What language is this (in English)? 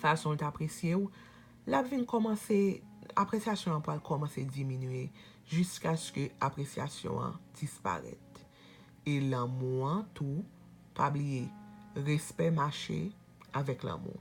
Haitian Creole